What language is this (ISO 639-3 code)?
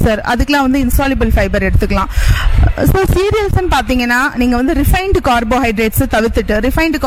tam